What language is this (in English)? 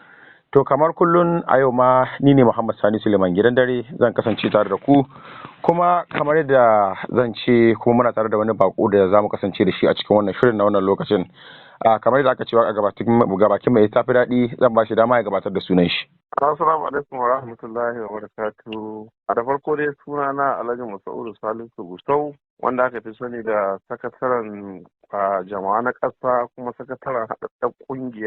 Hausa